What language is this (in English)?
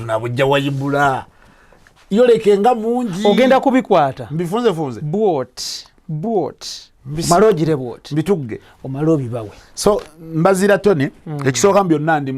Ganda